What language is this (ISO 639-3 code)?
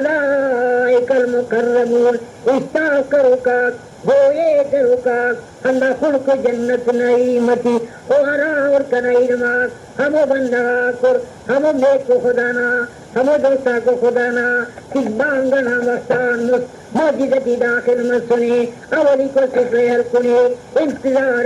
brh